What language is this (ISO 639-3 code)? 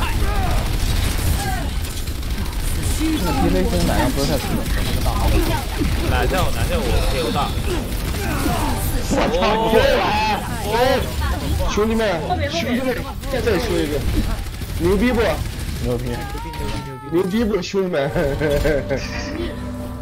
zho